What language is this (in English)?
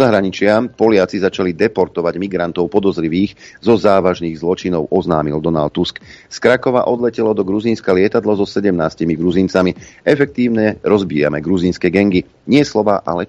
Slovak